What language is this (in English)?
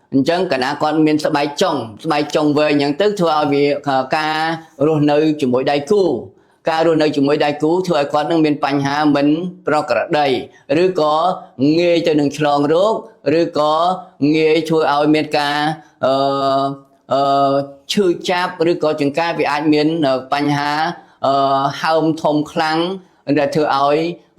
Khmer